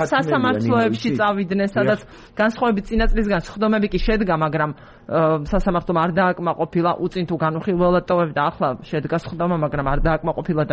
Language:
Georgian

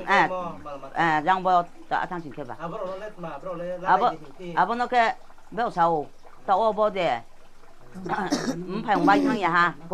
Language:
Riang (India)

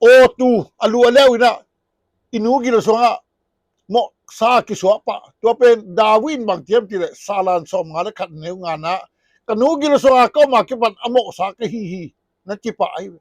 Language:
Tedim Chin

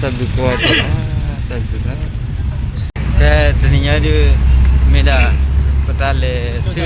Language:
S'gaw Karen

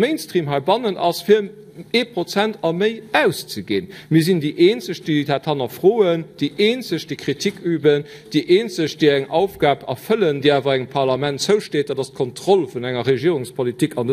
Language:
Luxembourgish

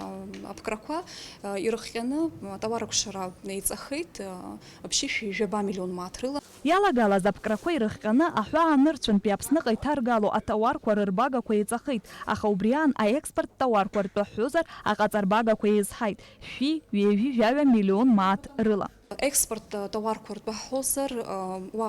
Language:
Abkhazian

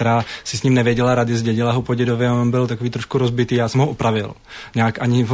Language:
Czech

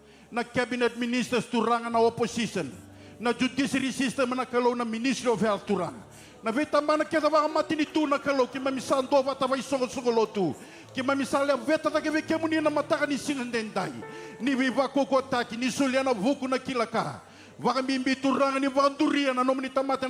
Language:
Fijian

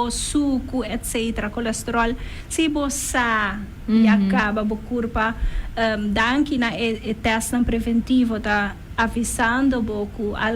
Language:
Papiamento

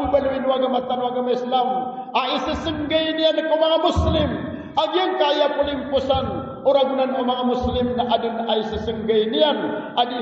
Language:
Maranao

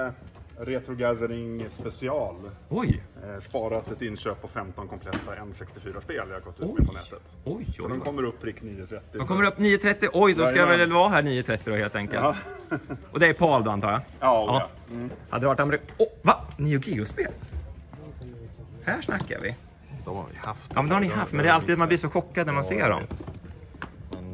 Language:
Swedish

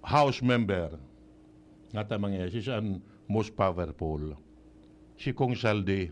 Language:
Bikol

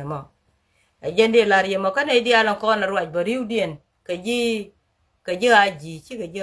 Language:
Nuer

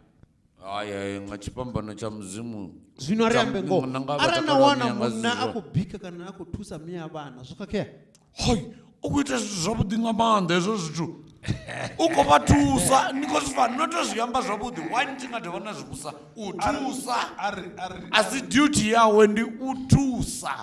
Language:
Venda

